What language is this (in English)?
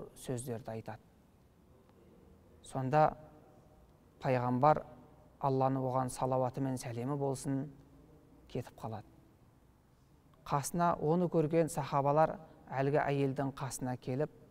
Kazakh